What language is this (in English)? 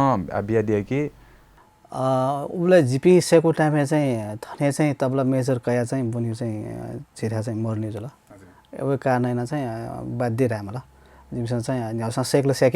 Newari